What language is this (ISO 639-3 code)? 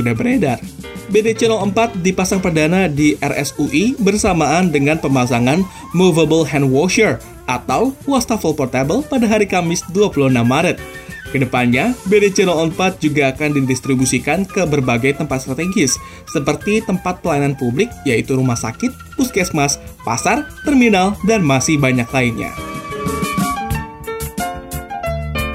ind